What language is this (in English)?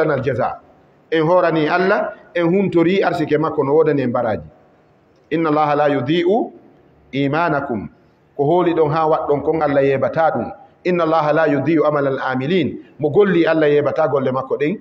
Fula